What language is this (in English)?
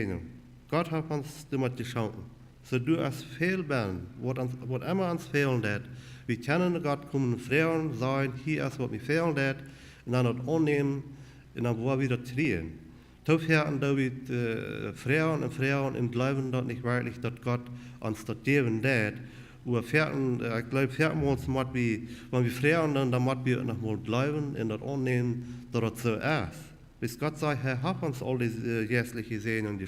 Plautdietsch